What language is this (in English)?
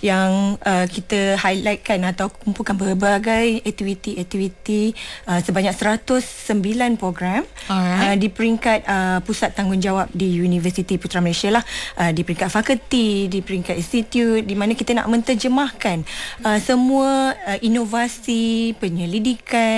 Malay